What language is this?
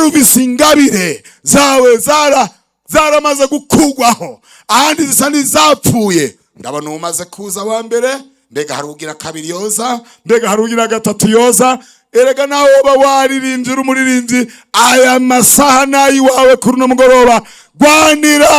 Rundi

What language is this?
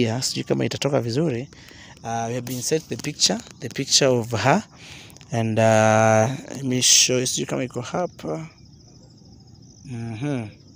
Swahili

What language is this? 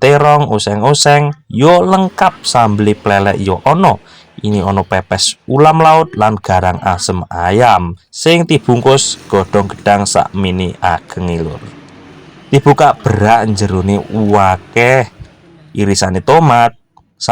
Javanese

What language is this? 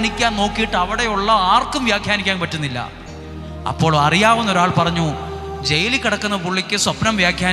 Malayalam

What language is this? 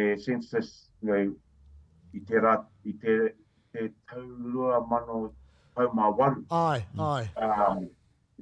Māori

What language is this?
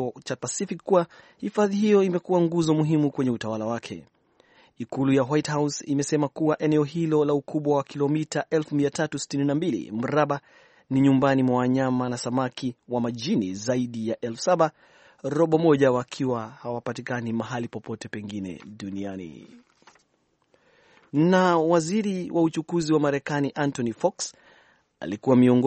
Swahili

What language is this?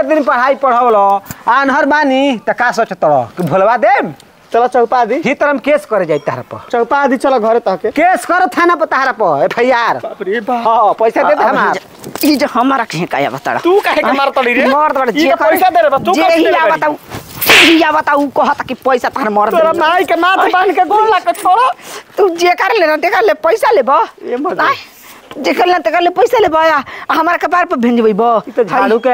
Bhojpuri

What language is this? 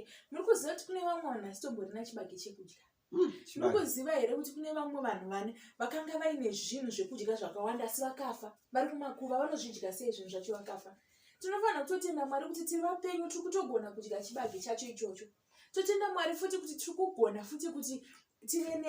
Shona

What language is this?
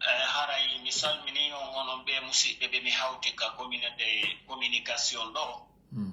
Pular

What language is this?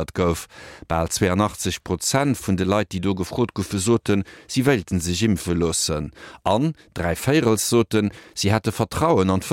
Luxembourgish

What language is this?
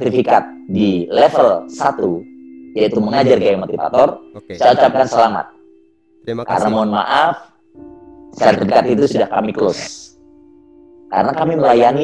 Indonesian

